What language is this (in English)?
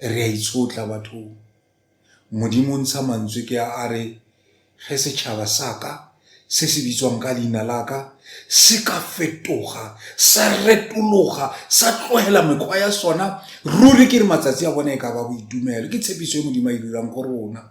Northern Sotho